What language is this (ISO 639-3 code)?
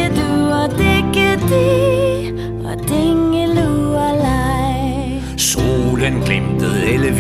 dan